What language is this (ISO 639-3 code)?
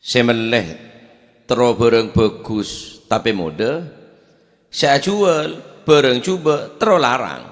mad